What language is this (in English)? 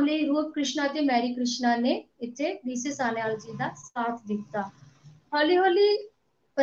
Punjabi